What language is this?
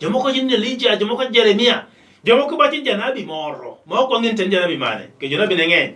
Luo (Kenya and Tanzania)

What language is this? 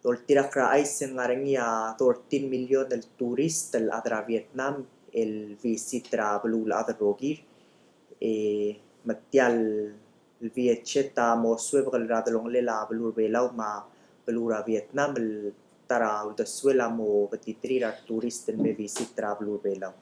Palauan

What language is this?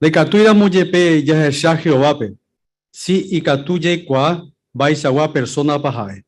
Guarani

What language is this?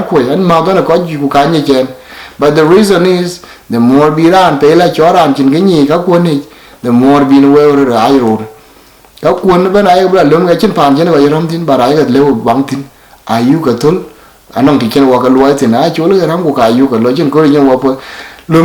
Dinka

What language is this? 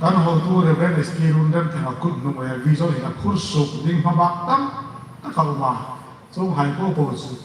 Hmar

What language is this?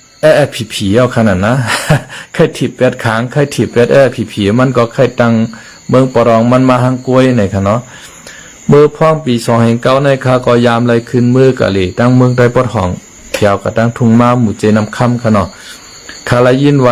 Shan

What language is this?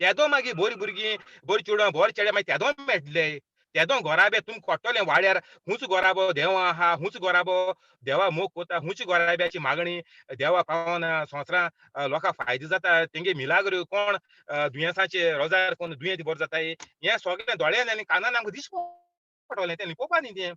Konkani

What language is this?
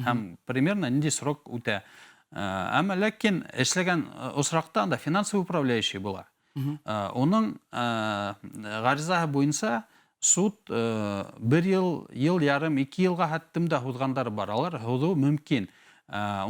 Bashkir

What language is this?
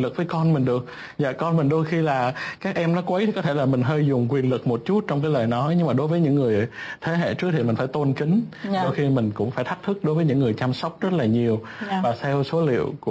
Vietnamese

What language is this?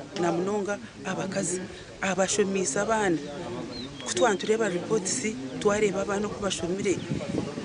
Nyankole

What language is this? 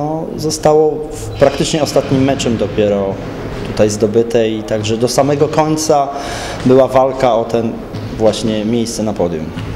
Polish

